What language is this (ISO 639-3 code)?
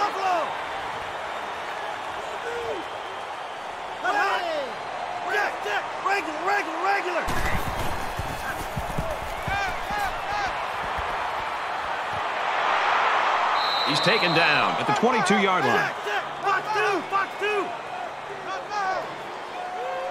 eng